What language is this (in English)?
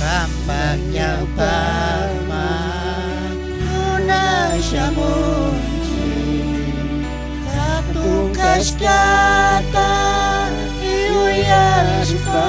Chimborazo Highland Quichua